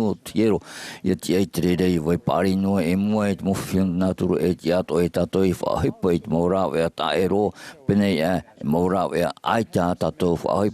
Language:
Tahitian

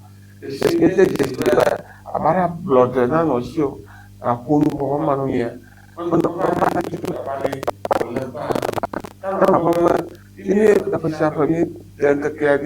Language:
Ewe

